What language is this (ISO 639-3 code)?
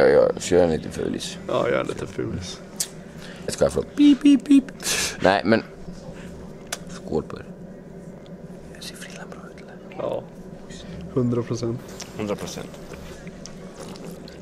swe